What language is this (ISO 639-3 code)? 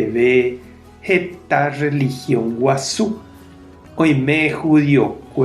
grn